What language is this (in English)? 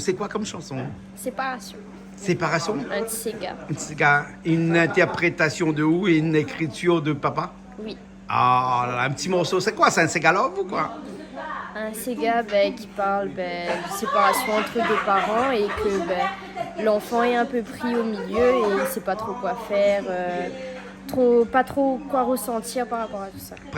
Réunion Creole French